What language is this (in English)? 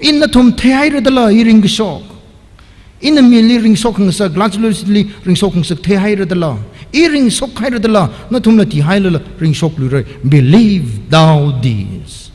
Tangkhul Naga (India)